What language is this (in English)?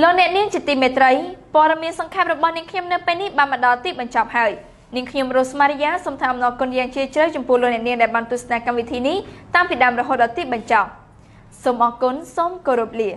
Khmer